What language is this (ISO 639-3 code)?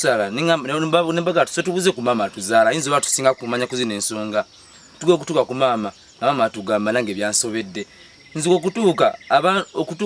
lug